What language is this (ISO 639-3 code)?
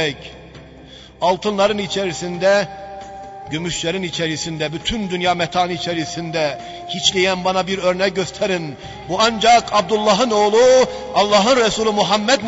tur